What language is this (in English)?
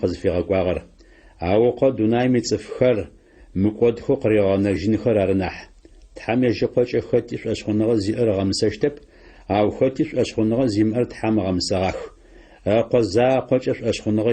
Adyghe